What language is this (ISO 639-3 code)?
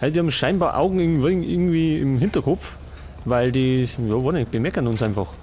bar